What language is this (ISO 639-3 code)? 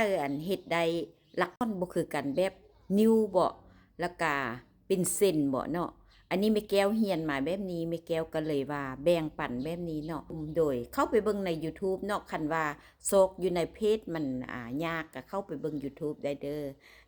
lao